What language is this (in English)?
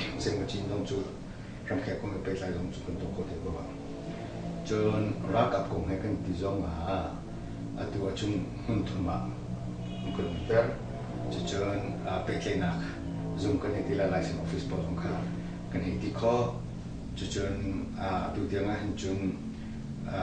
Hakha Chin